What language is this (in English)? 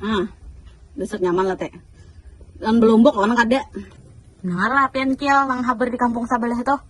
Banjar